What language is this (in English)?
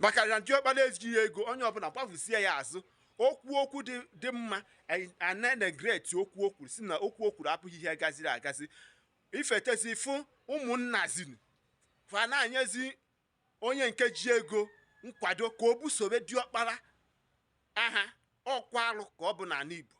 Igbo